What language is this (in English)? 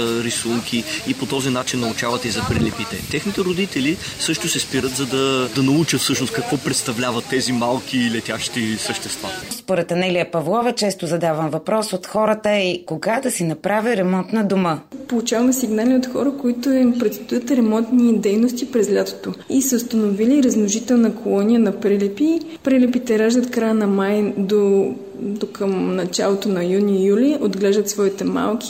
Bulgarian